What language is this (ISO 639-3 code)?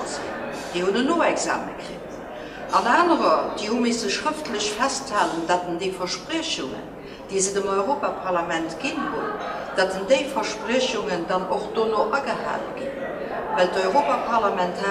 ltz